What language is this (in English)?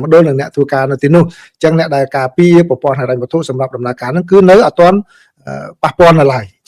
Khmer